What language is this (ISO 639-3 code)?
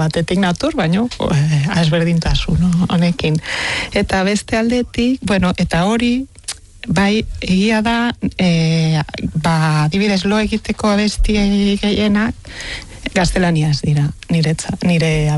eus